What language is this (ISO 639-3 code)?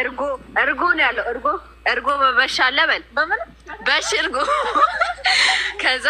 amh